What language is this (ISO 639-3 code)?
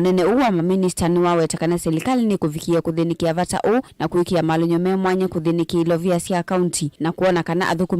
kam